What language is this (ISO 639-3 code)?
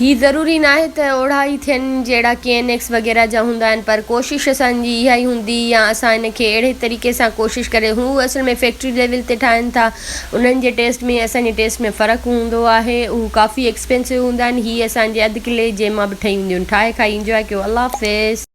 snd